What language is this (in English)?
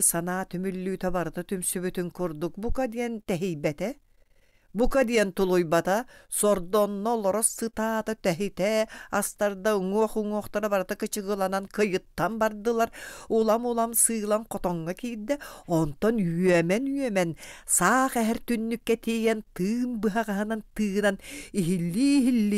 Yakut